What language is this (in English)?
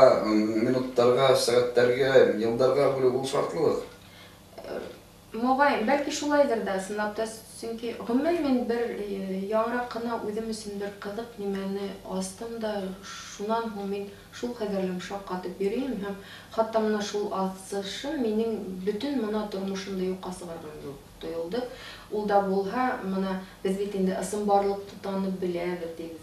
Bashkir